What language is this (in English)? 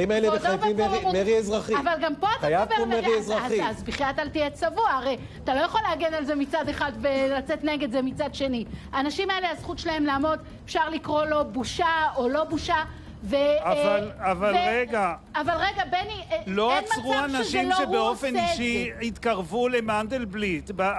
Hebrew